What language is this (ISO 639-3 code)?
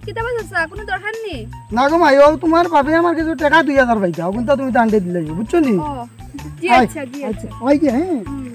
syl